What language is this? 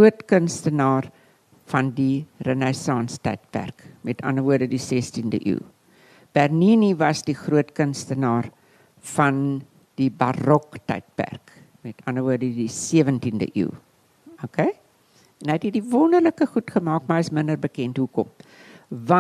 Afrikaans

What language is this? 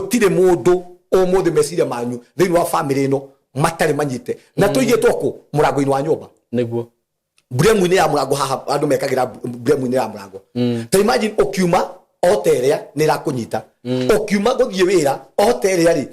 Kikuyu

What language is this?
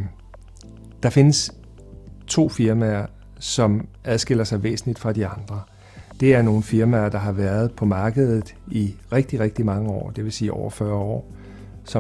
Danish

